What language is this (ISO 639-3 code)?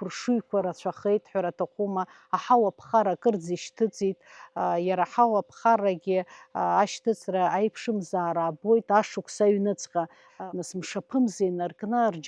abk